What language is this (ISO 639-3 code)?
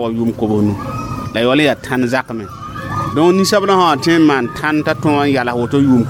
mos